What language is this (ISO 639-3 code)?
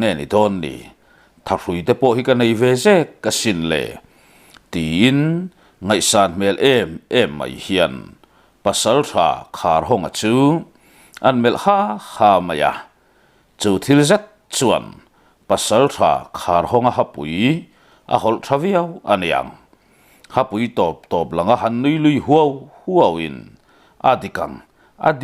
lus